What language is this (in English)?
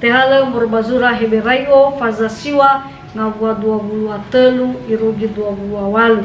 Nias